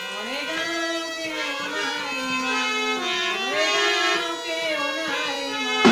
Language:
Chhattisgarhi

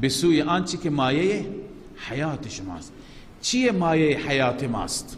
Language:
Persian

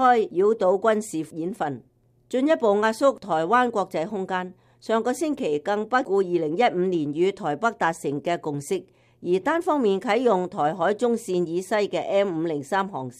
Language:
Cantonese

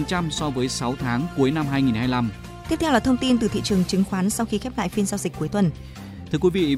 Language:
Vietnamese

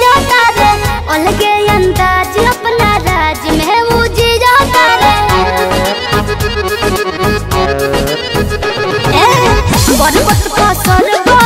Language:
Bhojpuri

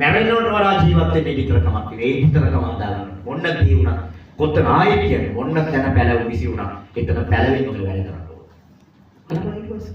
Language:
Sinhala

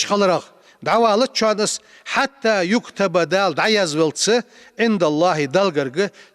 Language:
Ingush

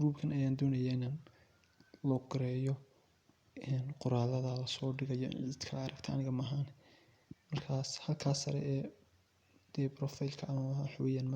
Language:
Somali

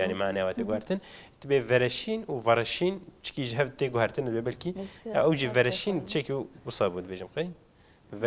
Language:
Kurdish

